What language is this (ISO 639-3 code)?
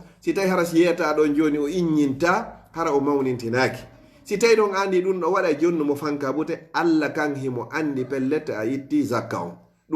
ful